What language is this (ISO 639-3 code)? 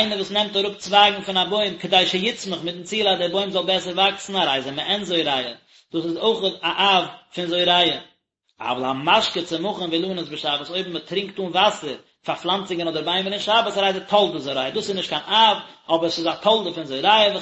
yid